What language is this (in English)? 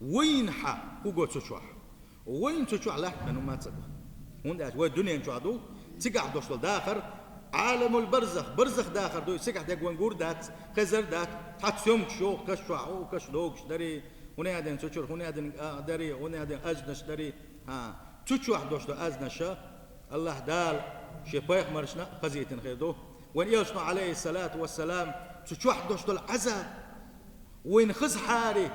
Chechen